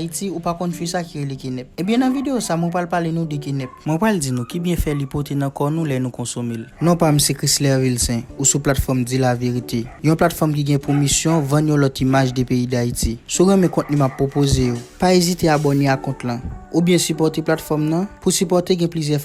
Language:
Haitian Creole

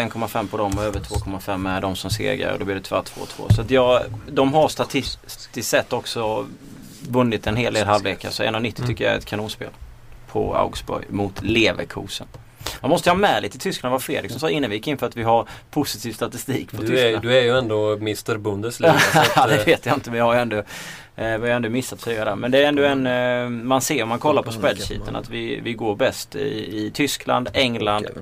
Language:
Swedish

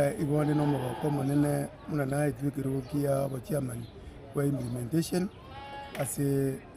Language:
Gusii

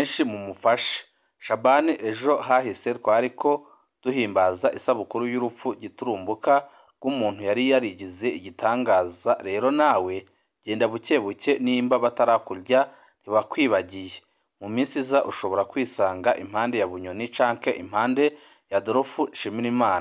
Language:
Rundi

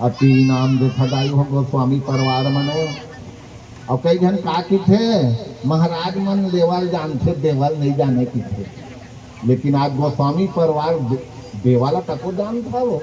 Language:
Chhattisgarhi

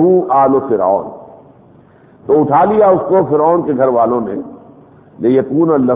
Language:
Urdu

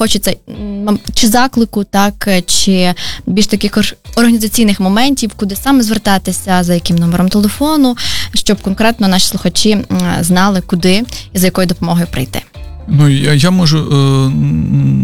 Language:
Ukrainian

